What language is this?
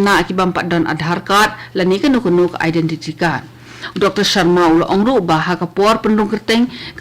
Khasi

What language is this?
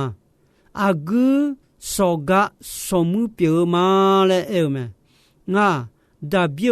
Akha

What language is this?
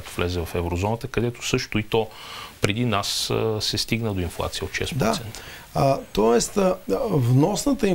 Bulgarian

